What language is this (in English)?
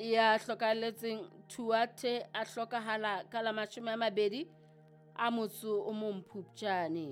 Southern Sotho